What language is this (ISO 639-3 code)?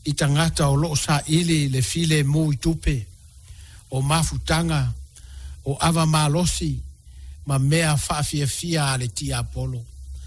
smo